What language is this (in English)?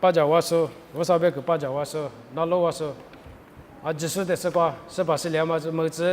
Lisu